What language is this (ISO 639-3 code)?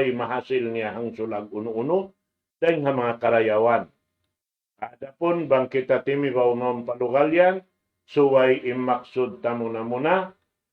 tsg